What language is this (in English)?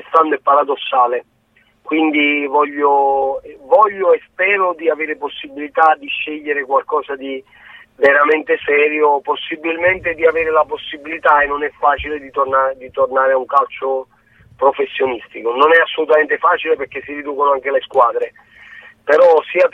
Italian